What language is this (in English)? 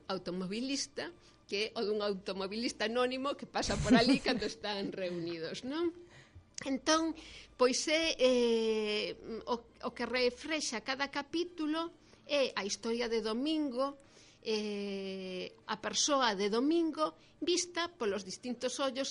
Galician